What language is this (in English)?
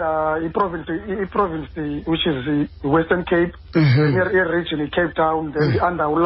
Xhosa